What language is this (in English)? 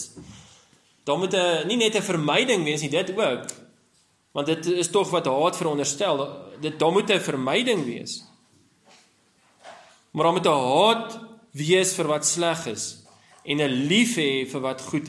Afrikaans